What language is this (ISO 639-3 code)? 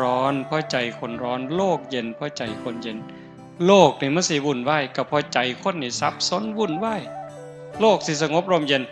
tts